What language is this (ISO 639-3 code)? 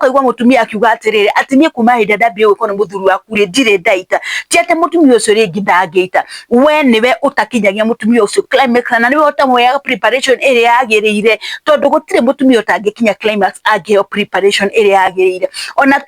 kik